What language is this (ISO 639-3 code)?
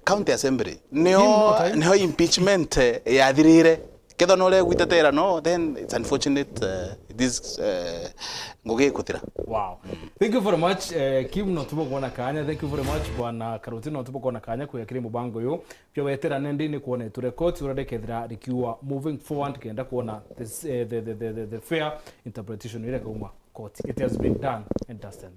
mer